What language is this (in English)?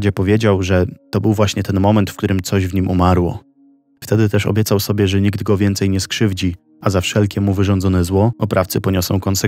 Polish